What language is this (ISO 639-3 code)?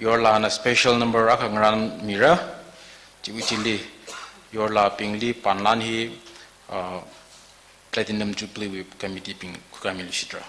nmf